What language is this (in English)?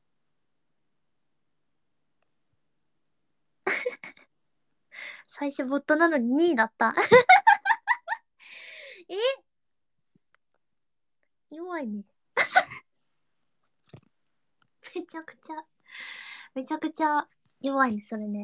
Japanese